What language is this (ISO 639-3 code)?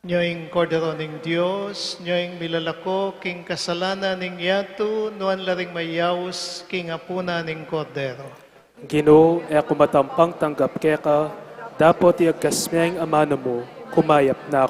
pam